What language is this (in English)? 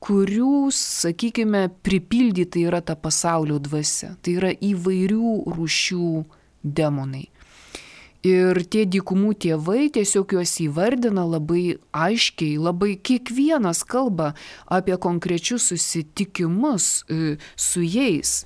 Lithuanian